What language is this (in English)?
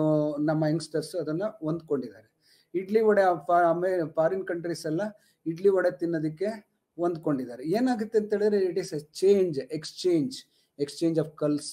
Kannada